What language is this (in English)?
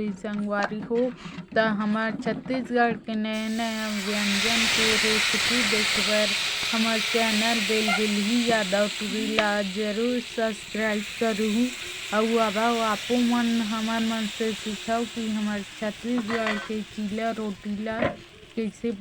Chhattisgarhi